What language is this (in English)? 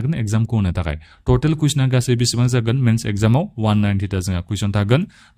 Bodo